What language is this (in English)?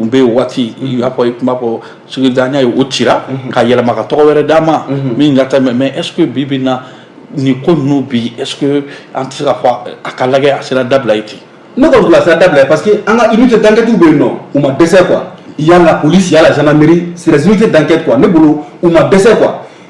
Bambara